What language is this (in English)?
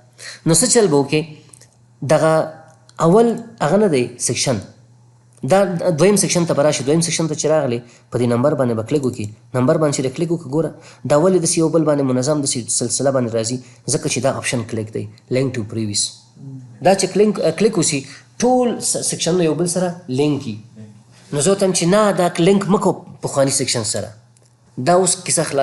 Pashto